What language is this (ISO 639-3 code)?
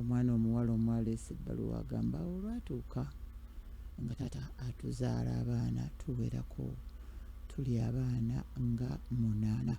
lug